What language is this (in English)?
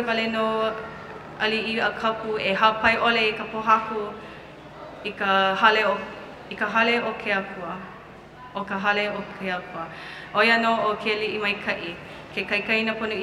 Hawaiian